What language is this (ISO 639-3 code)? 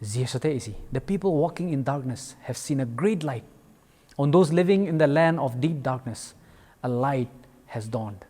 njm